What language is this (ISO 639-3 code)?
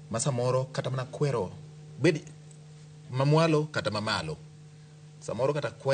luo